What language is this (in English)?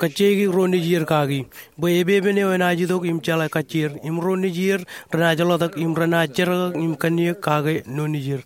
Marshallese